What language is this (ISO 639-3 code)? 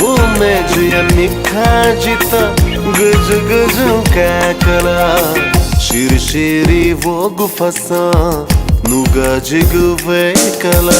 new